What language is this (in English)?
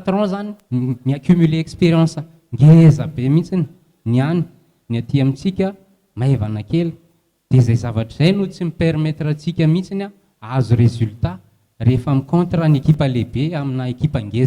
Malagasy